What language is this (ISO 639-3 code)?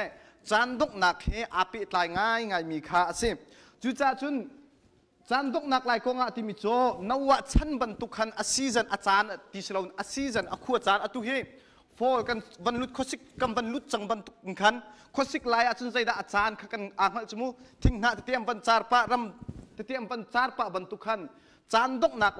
cnh